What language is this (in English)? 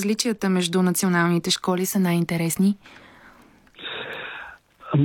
Bulgarian